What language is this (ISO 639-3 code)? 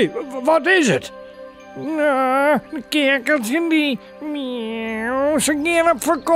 fry